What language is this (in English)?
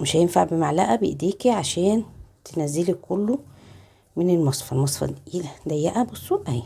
Egyptian Arabic